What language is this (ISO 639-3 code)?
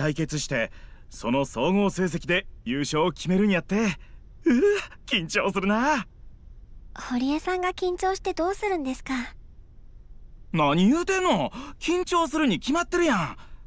jpn